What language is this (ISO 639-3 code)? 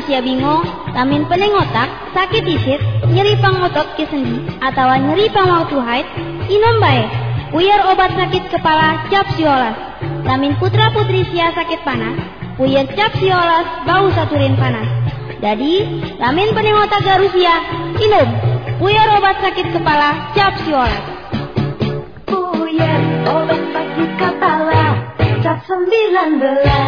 ind